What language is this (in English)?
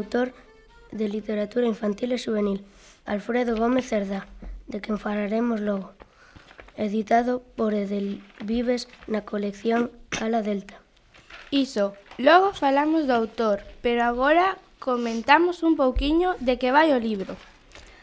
Galician